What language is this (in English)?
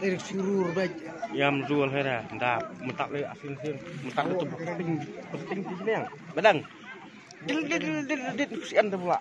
Khasi